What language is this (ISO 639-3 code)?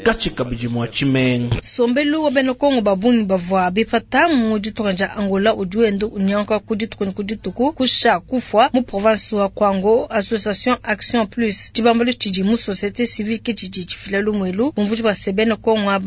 lua